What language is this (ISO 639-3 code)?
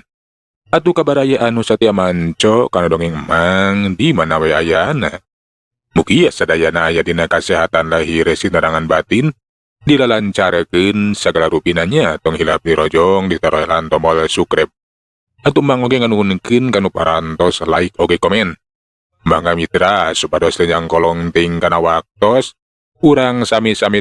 sun